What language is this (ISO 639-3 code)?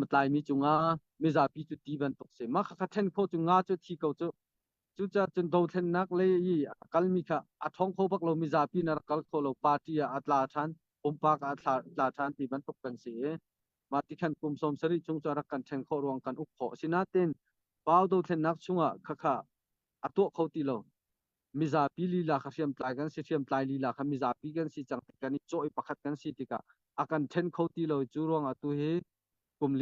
cnh